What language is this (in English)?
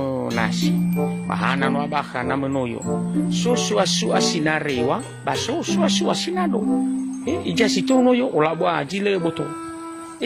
Nias